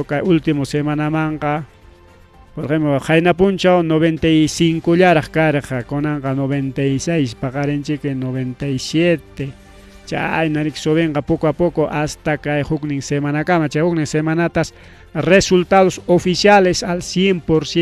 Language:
Ayacucho Quechua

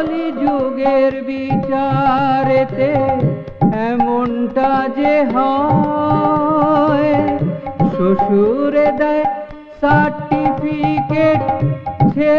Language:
Bangla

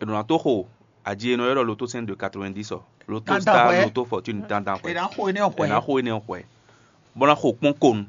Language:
Fon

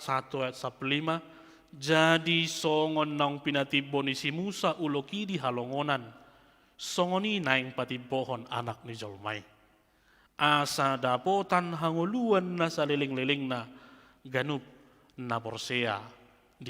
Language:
Batak Toba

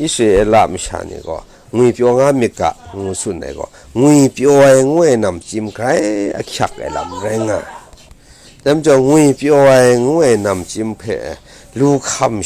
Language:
Kachin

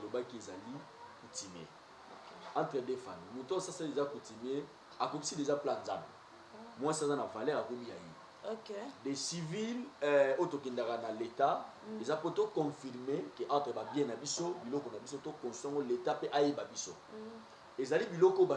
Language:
Lingala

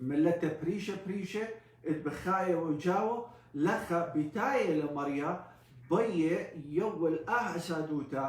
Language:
Assyrian Neo-Aramaic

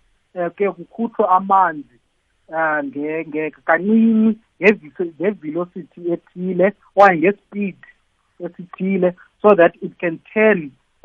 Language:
South Ndebele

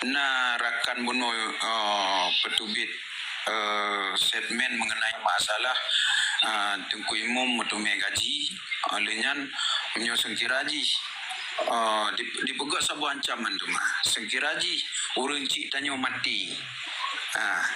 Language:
Achinese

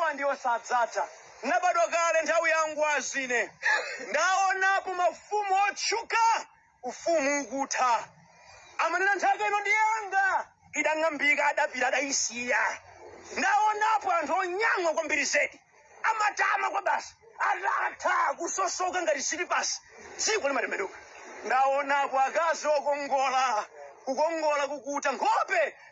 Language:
Nyanja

